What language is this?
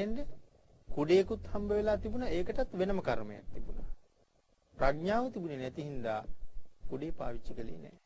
Sinhala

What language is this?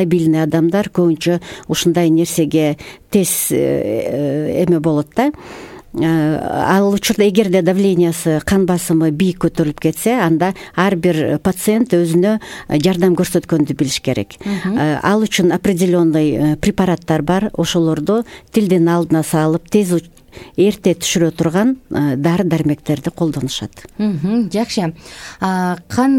Kyrgyz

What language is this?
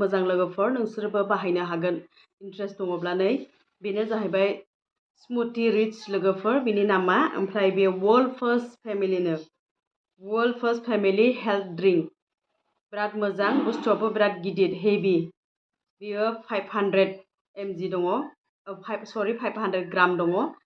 Bodo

